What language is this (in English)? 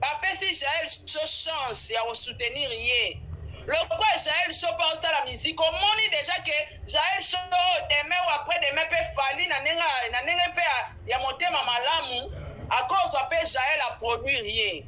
Lingala